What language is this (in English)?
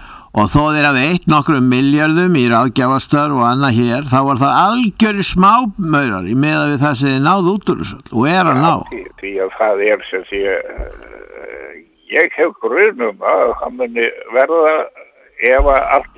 Icelandic